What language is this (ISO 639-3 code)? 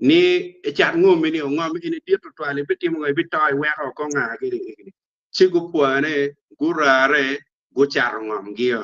ach